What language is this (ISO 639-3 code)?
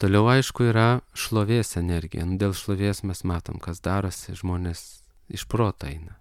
lit